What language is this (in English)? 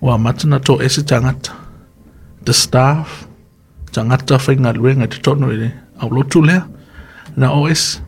Samoan